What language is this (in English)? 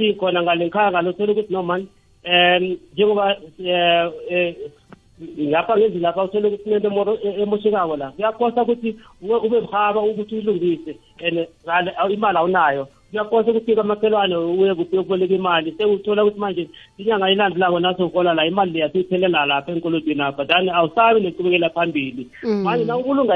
South Ndebele